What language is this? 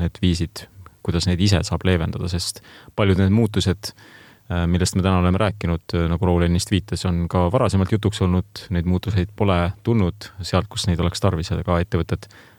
Estonian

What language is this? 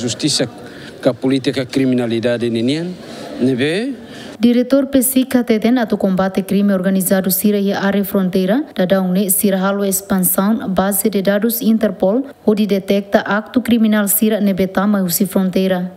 Tetum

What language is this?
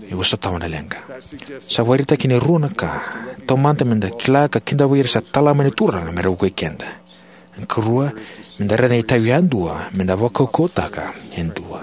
Fijian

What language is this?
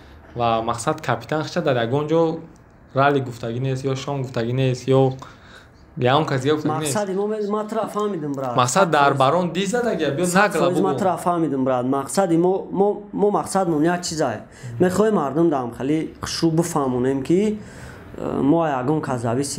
Tajik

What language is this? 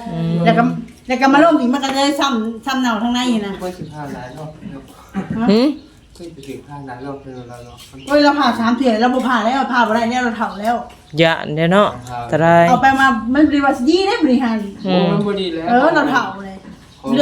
Northeastern Thai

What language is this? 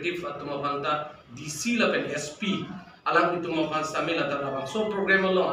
Karbi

